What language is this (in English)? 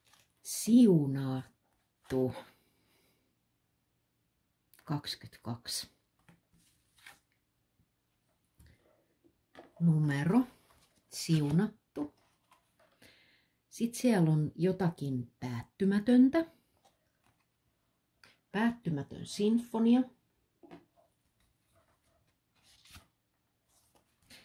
Finnish